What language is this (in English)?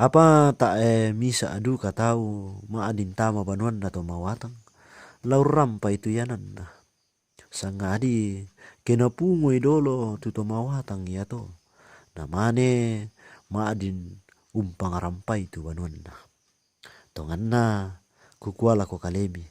Toraja-Sa'dan